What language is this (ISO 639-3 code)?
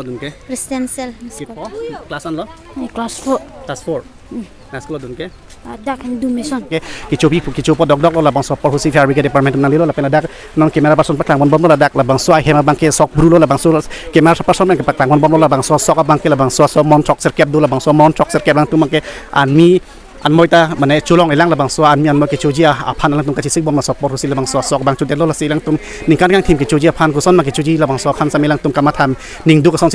mjw